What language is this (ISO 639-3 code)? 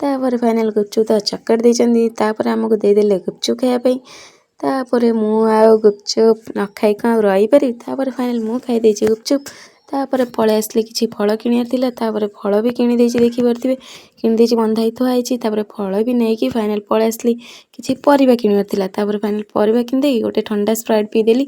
ori